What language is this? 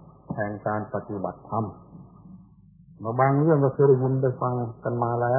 Thai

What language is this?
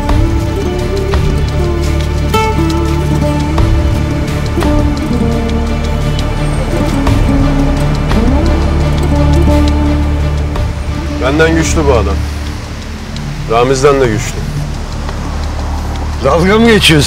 Turkish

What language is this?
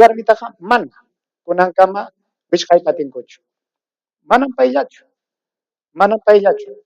Ayacucho Quechua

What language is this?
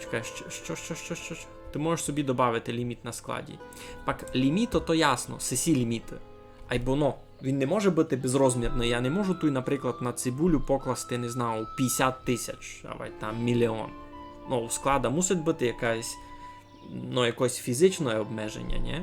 Rusyn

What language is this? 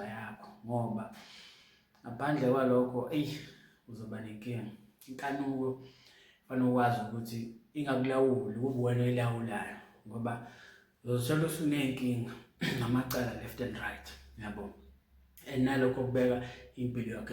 Zulu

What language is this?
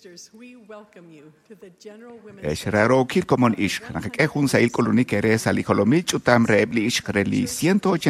Kekchí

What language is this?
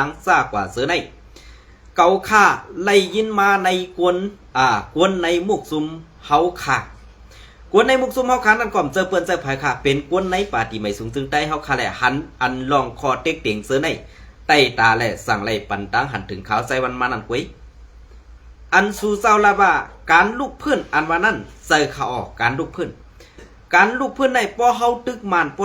Shan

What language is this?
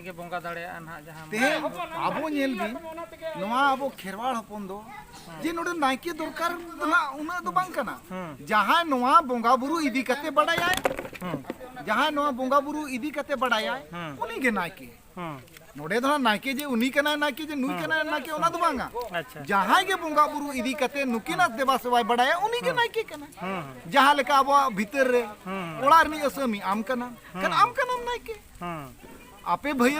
Santali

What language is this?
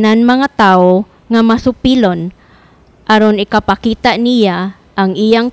Cebuano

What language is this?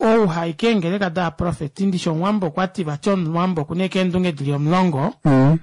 Kuanyama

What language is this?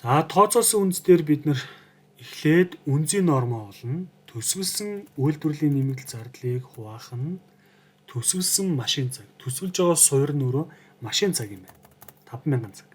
Mongolian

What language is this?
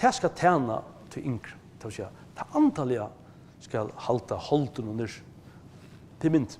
Faroese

